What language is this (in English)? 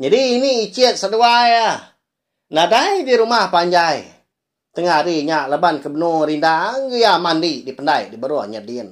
Iban